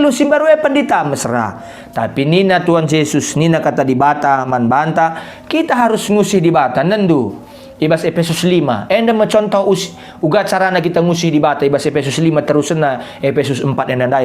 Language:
Batak Karo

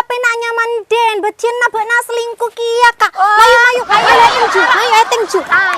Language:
Madurese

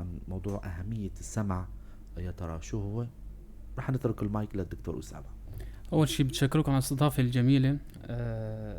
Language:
North Levantine Arabic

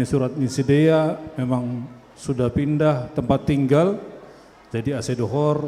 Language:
Batak Simalungun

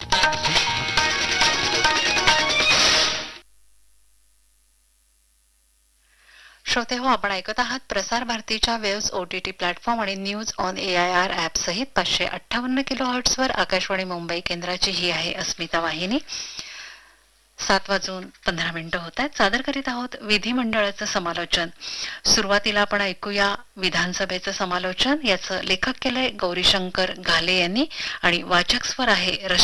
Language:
Marathi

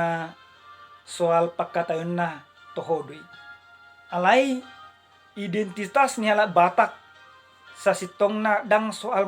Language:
Batak Toba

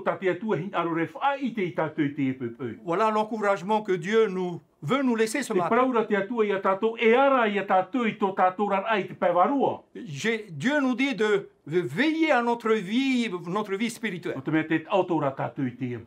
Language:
Tahitian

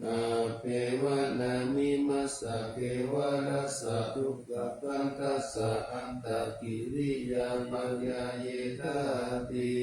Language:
Pali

